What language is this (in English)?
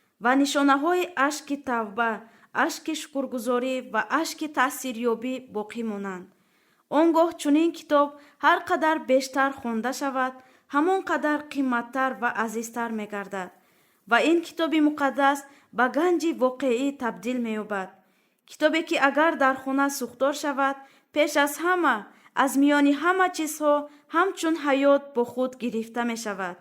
Tajik